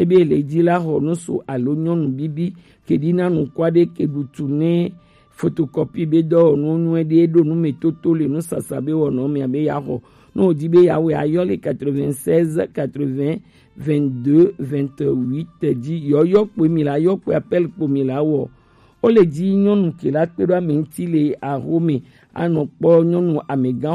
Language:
Gen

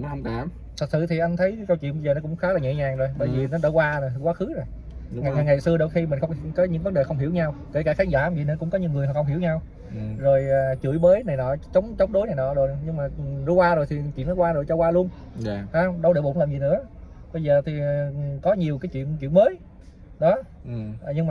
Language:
Vietnamese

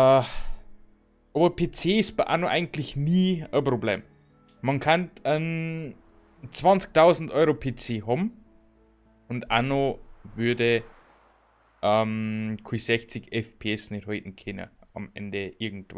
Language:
Bavarian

